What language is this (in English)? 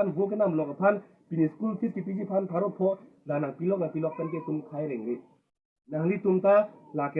Karbi